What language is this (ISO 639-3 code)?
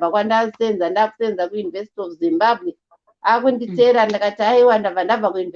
sna